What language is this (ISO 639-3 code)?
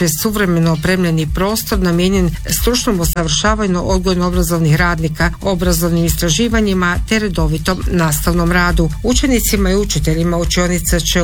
hrv